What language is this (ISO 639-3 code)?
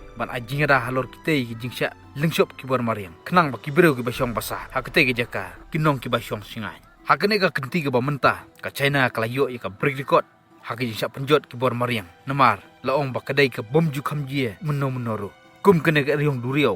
kha